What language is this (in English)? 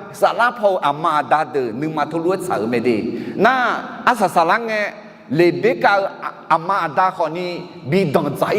Akha